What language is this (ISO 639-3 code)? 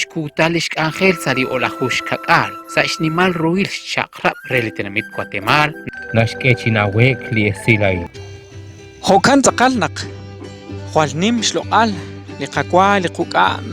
kek